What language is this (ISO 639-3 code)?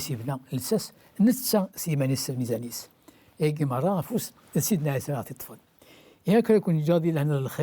kab